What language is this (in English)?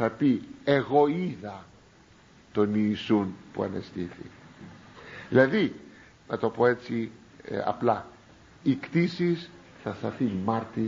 Greek